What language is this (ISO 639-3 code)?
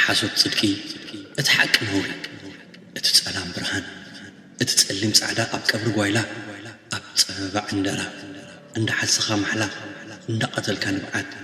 tir